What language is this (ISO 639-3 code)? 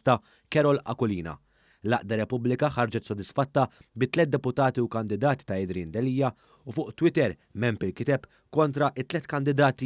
mlt